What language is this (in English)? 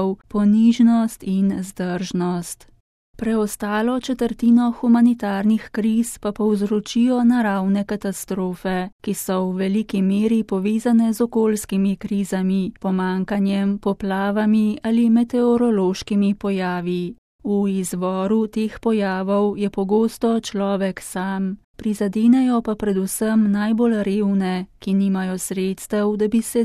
Slovenian